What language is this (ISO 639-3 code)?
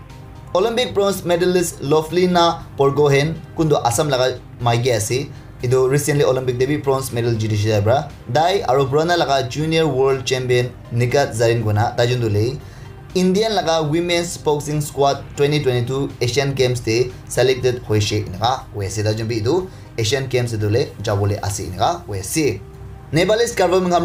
nag